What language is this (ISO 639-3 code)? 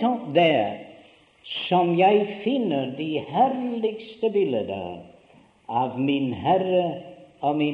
nor